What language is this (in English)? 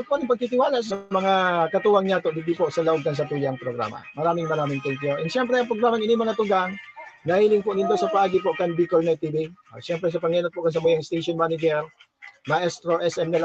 Bikol